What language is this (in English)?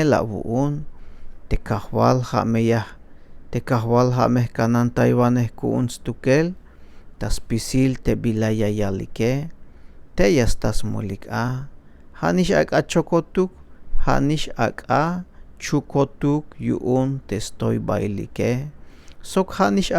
Tzeltal